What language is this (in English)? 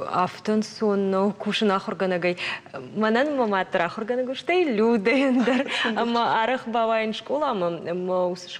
Ossetic